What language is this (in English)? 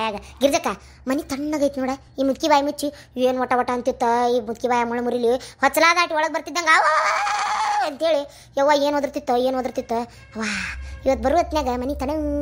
Kannada